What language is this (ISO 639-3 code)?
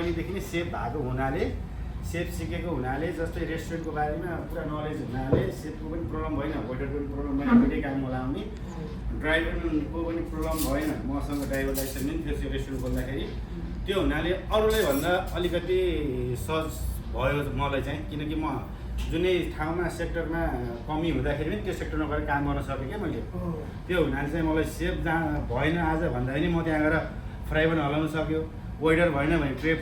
nep